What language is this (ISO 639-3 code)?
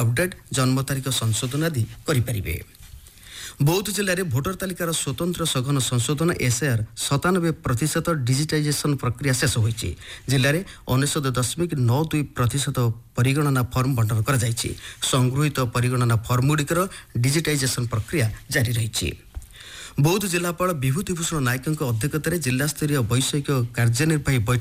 ori